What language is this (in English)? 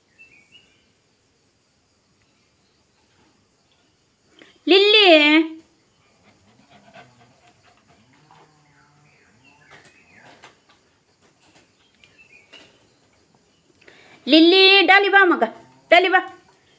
Kannada